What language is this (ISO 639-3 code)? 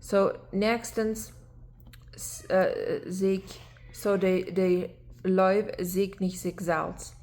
pdt